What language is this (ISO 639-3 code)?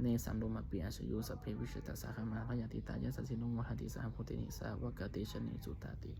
pli